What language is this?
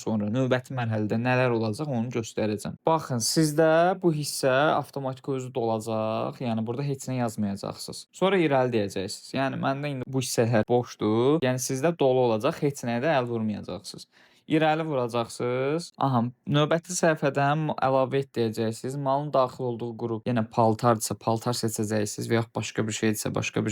Azerbaijani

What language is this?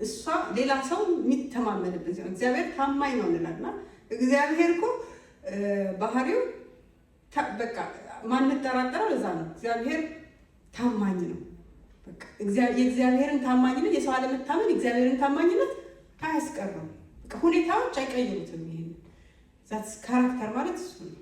Amharic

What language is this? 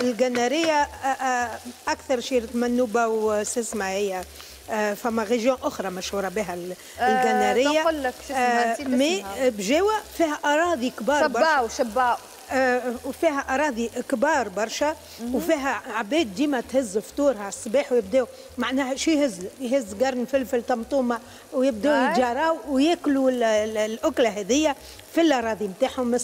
Tunisian Arabic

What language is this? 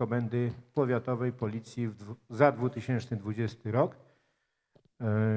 Polish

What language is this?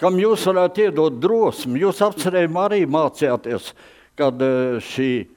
Latvian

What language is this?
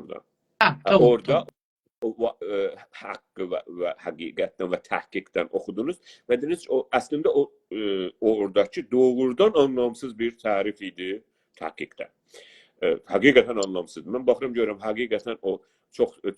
South Azerbaijani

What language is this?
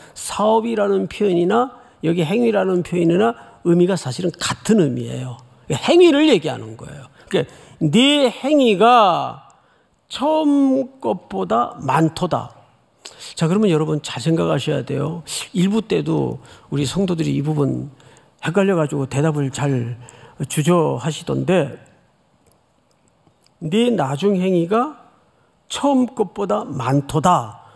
Korean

